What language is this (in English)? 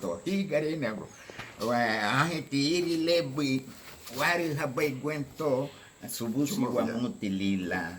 Garifuna